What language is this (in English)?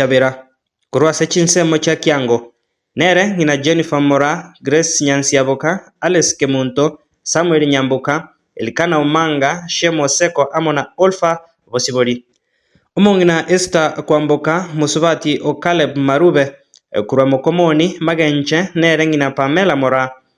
Gusii